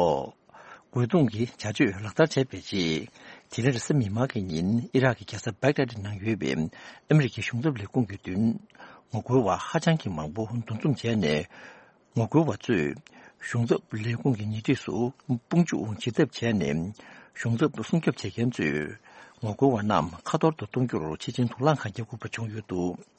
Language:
Tibetan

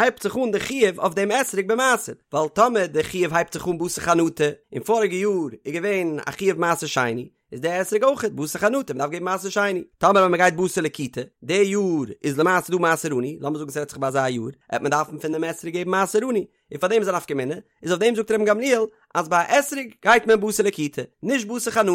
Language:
Yiddish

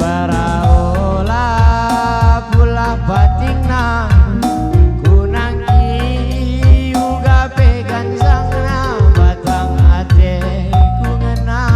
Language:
Batak Karo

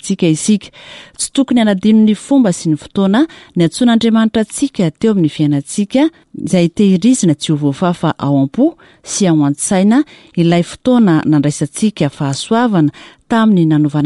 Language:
Malagasy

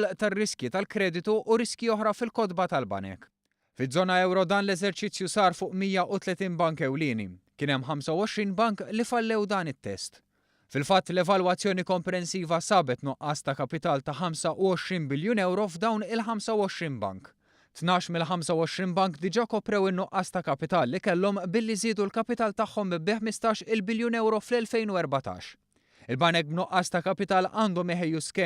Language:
Maltese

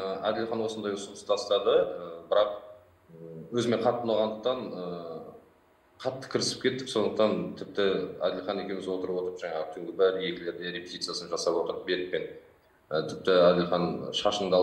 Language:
Kazakh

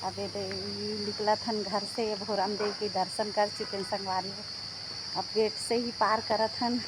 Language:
Chhattisgarhi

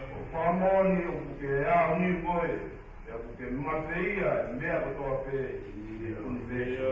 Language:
Tongan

